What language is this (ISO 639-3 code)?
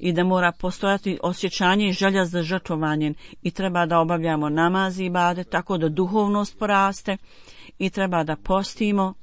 bos